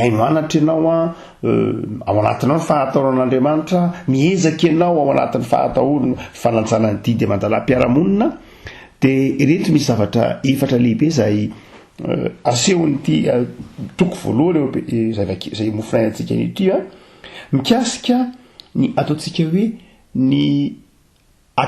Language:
Malagasy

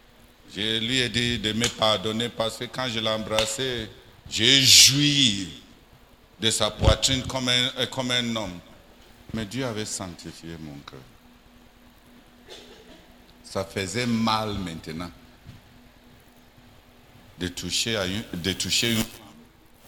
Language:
French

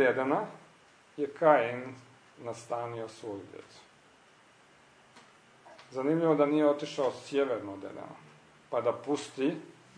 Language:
Croatian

